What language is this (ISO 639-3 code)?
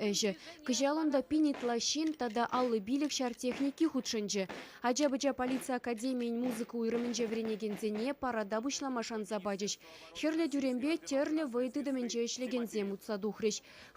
chv